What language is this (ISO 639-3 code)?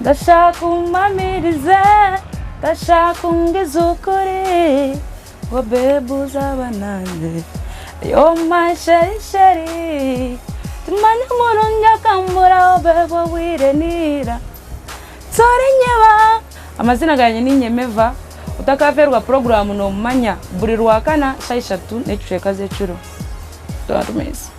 nyn